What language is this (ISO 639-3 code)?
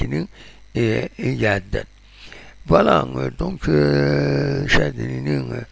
kab